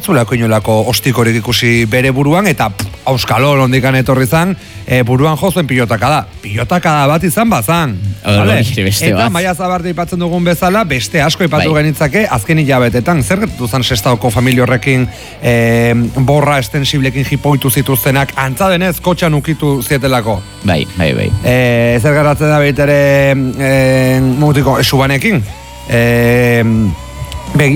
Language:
Basque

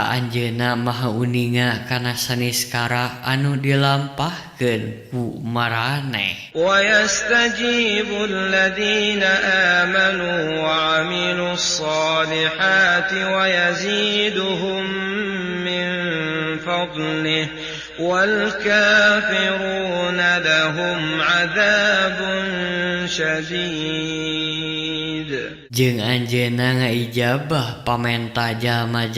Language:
Sundanese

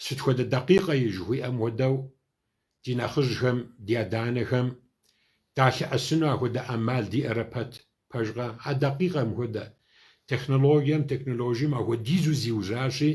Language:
Kabardian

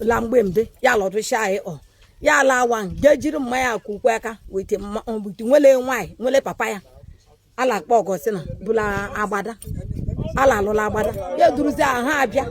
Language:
Igbo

